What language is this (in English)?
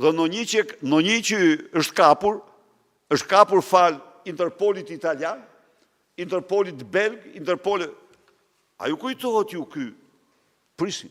Albanian